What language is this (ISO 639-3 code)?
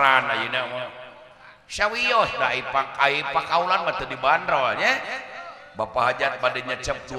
sun